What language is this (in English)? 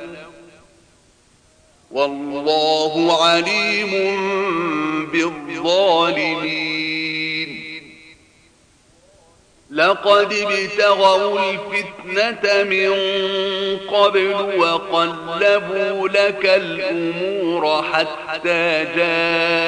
Arabic